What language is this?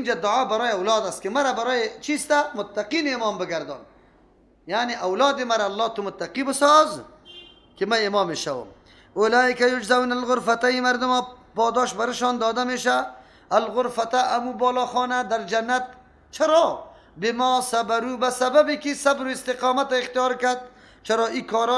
Persian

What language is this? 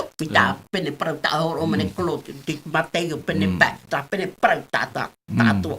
Tahitian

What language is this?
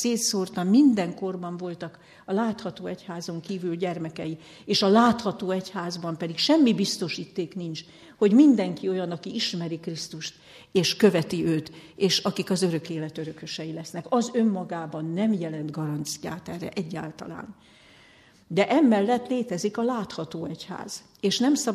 Hungarian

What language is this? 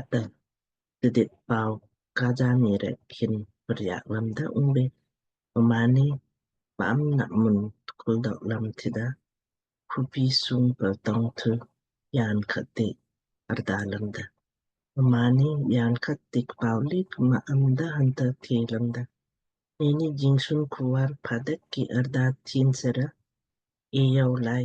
Lamkang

